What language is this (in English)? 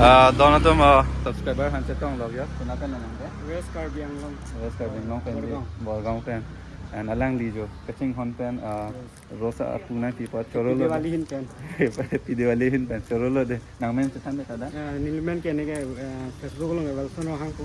Karbi